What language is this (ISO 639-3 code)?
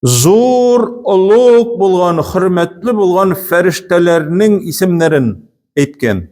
tat